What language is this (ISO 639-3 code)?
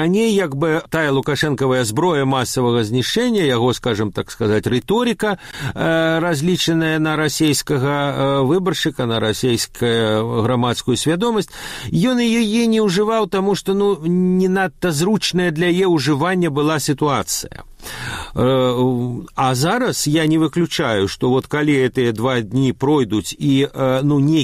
bel